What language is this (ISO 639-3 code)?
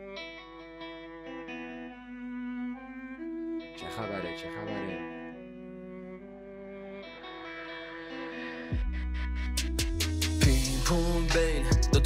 fas